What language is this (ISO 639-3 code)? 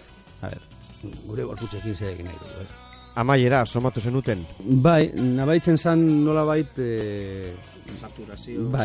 eus